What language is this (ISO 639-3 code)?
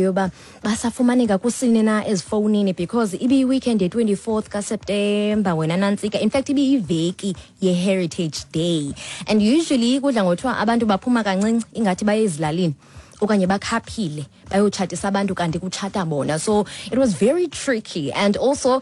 xho